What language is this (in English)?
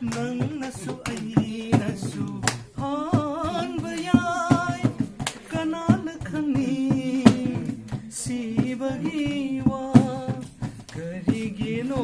Manipuri